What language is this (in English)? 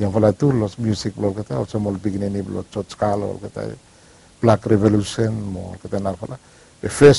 Bislama